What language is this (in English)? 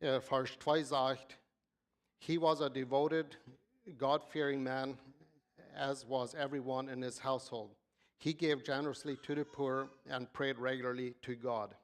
Plautdietsch